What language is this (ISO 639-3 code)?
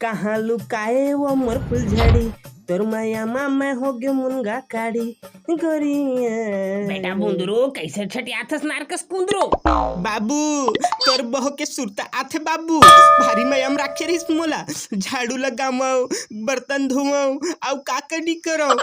hne